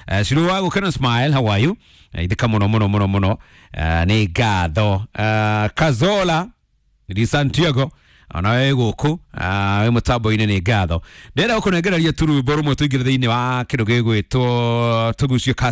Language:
Kikuyu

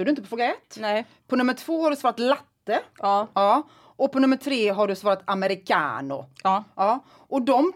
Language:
Swedish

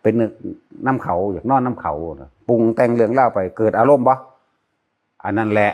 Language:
Northeastern Thai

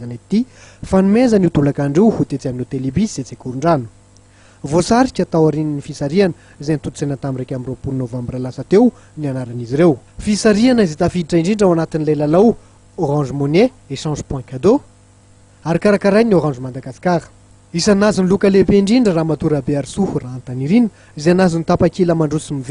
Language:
Malagasy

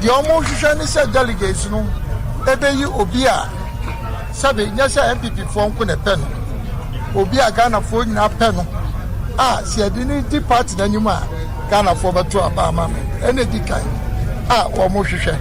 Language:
Akan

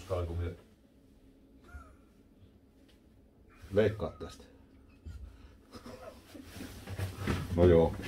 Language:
Finnish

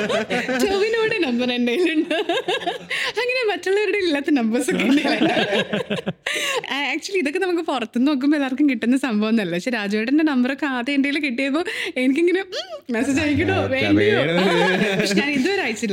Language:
Malayalam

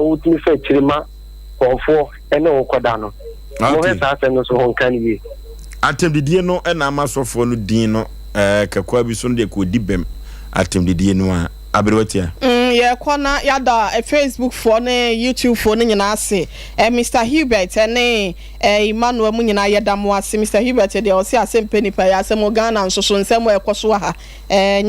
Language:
Akan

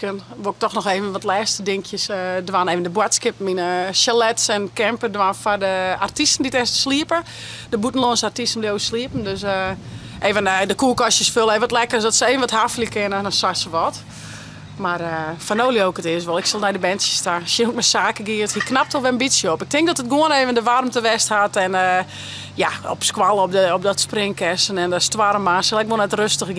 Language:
Western Frisian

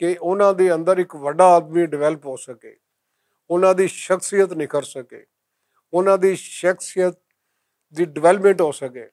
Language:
Western Panjabi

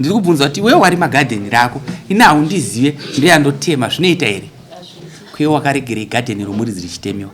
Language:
Shona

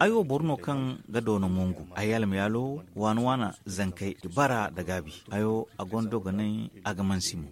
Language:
Zarma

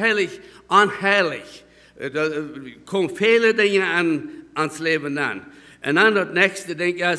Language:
Plautdietsch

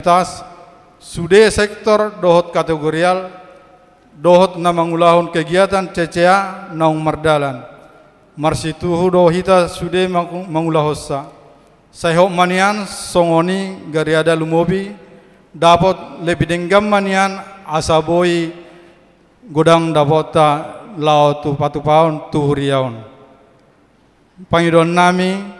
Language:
Batak Toba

